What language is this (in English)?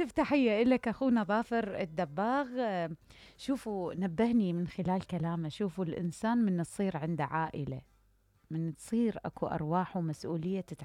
Mesopotamian Arabic